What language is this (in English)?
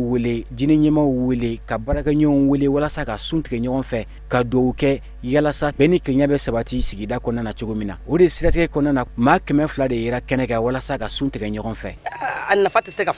Bambara